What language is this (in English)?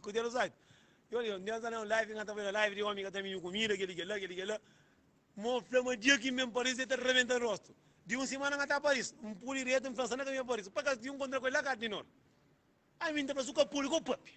Kabuverdianu